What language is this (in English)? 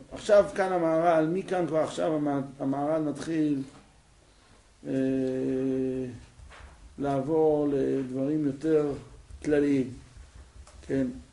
Hebrew